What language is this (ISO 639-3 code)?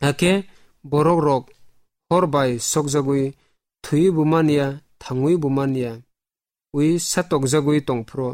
trp